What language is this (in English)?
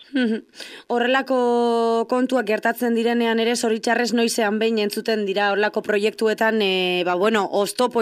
Basque